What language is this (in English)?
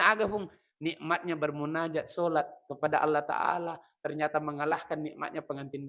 Buginese